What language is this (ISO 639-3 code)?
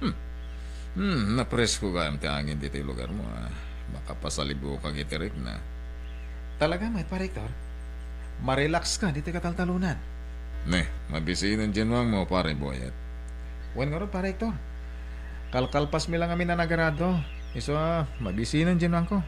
ilo